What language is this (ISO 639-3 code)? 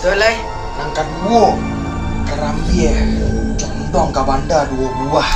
min